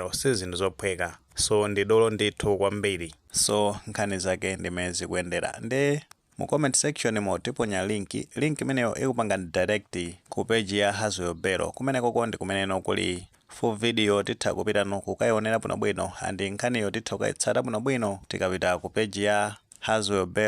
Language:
Nyanja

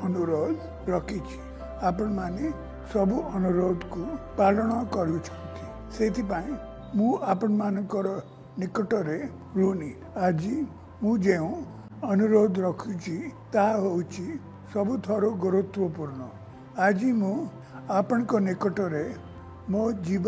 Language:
Odia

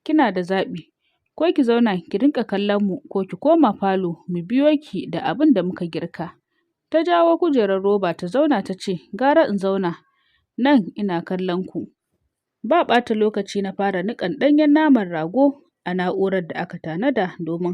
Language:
Hausa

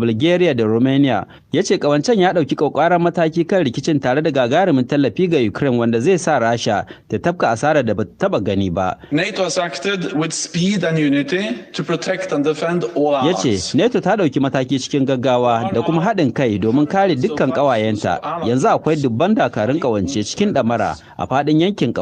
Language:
Hausa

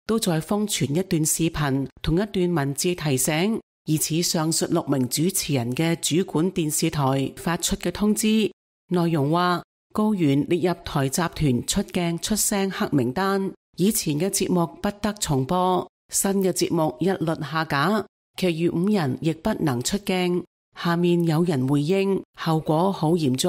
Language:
Cantonese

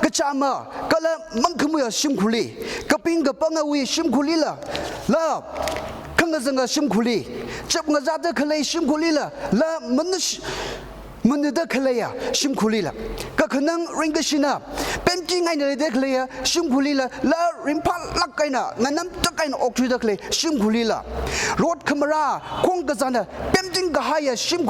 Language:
Tangkhul Naga (India)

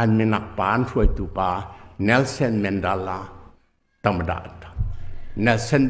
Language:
Hakha Chin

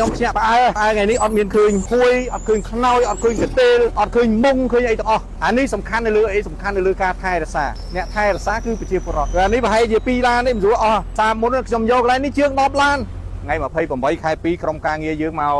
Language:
Khmer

